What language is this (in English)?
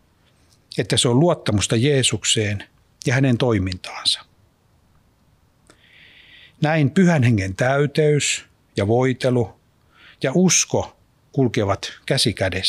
Finnish